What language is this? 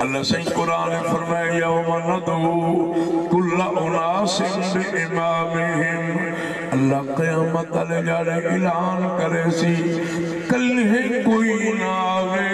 Saraiki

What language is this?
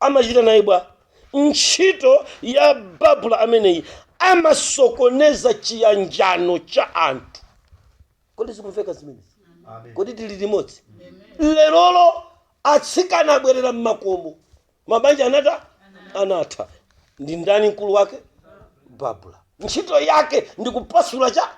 Nyanja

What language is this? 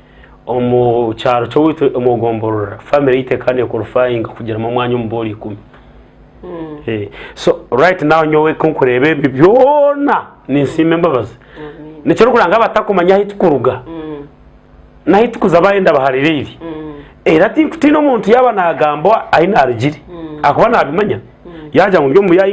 Nyankole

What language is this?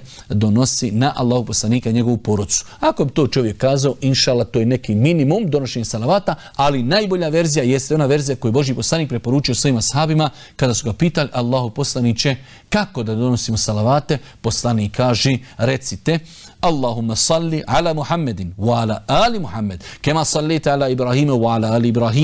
Bosnian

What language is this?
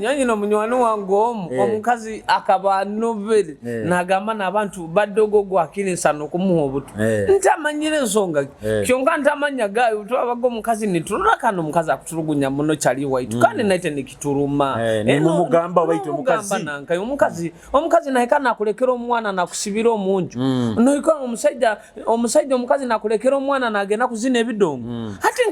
Nyoro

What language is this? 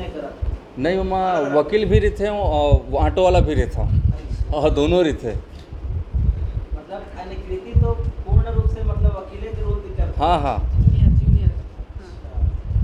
Chhattisgarhi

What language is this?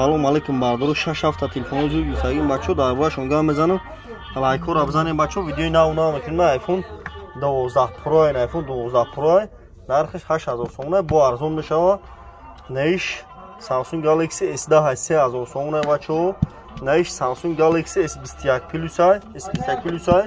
Tajik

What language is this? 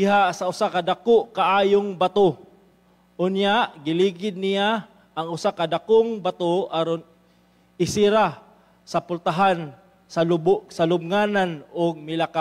Cebuano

